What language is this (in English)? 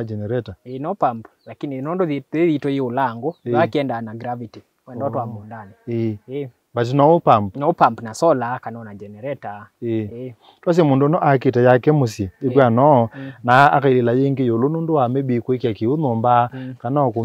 Kamba